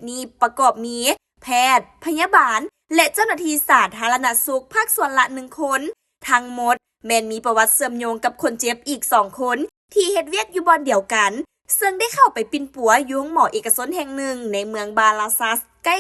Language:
Lao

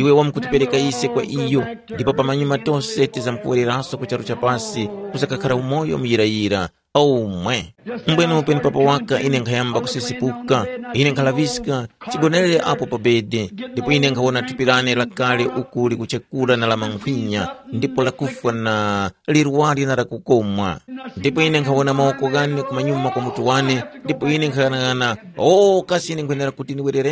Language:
Tumbuka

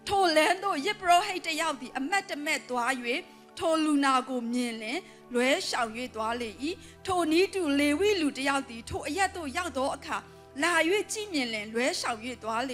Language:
Burmese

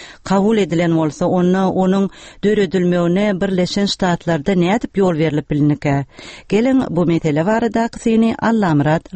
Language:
Turkmen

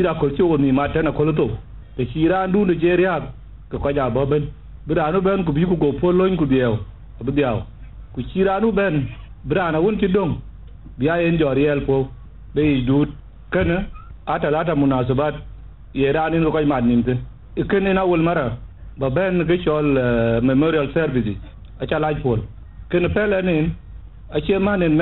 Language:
Dinka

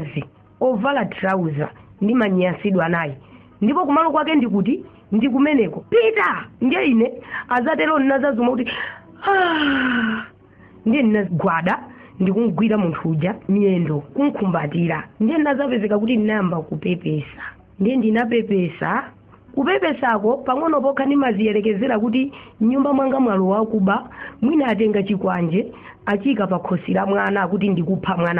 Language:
Nyanja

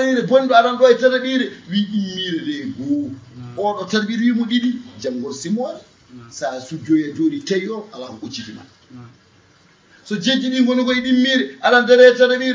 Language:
Fula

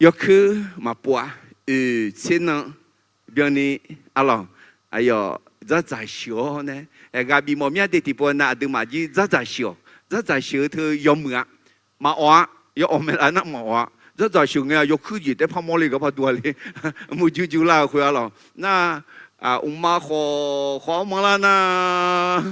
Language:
Akha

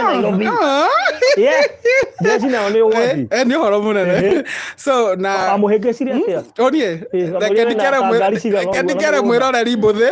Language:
Kikuyu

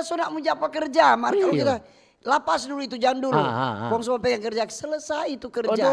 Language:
Manado Malay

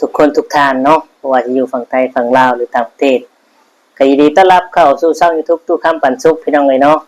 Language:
Northeastern Thai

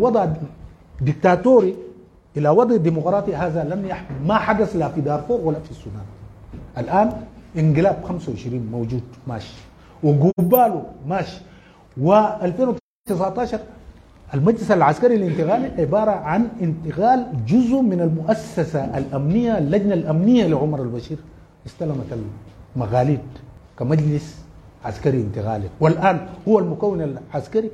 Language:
Sudanese Arabic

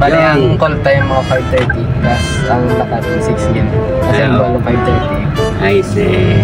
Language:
Hiligaynon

